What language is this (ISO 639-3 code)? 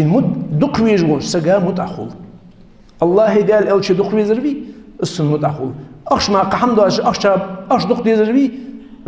inh